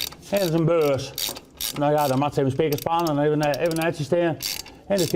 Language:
Western Frisian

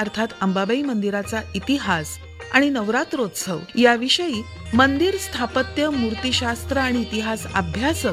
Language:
Marathi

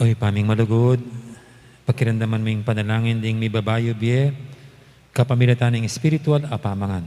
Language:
Pampanga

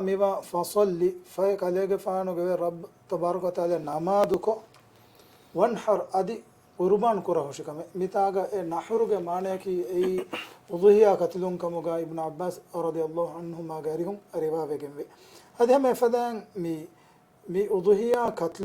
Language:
Divehi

